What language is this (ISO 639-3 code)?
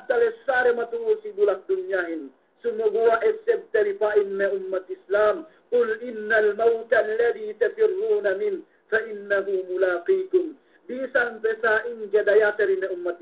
yka